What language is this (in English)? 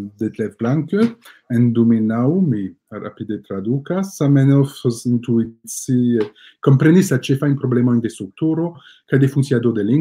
Esperanto